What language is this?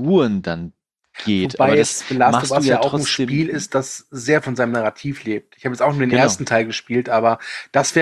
German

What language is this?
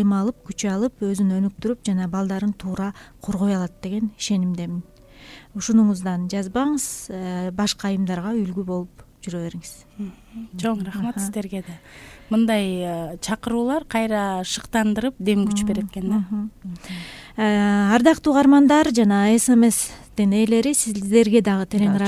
Kyrgyz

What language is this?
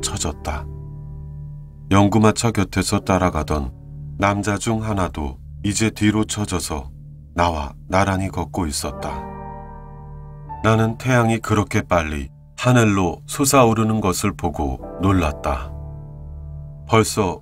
Korean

